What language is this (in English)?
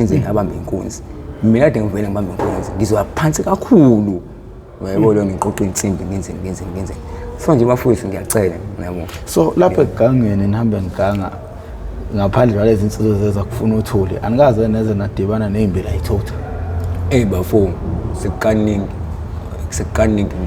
Zulu